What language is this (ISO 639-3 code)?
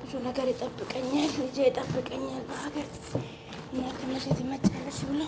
amh